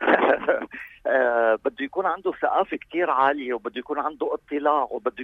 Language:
North Levantine Arabic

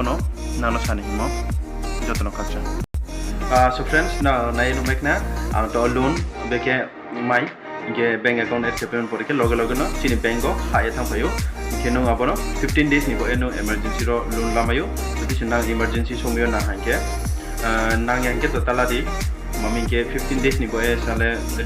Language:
Riang (India)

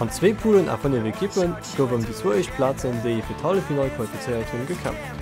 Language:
Luxembourgish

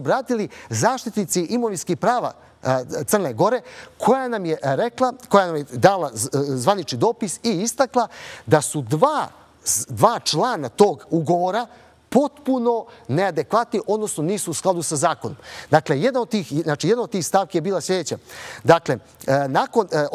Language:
Serbian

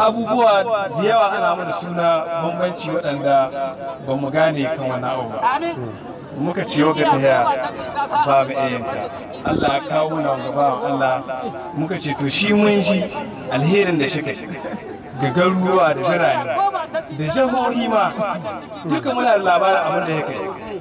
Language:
Hausa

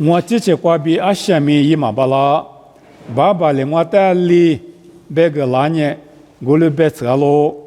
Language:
Lisu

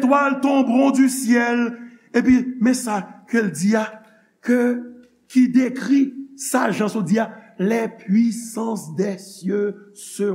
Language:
Haitian Creole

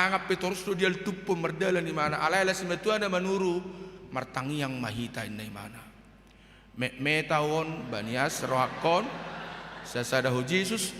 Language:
Batak Toba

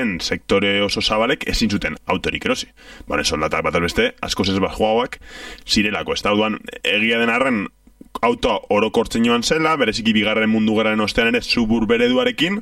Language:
Basque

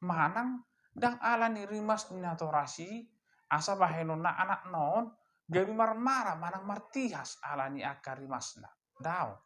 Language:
Batak Toba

